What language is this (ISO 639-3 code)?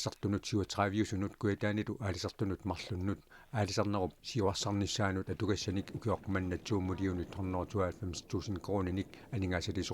kal